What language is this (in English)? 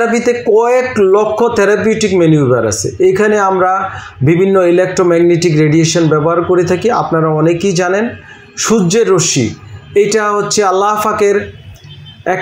Bangla